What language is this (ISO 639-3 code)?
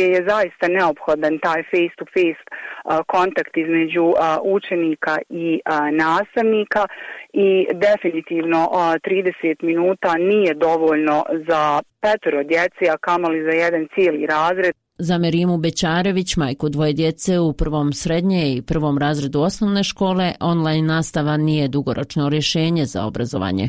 bos